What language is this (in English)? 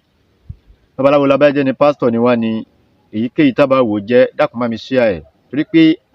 Yoruba